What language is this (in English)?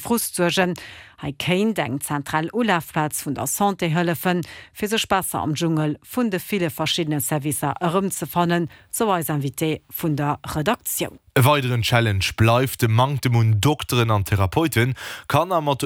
Luxembourgish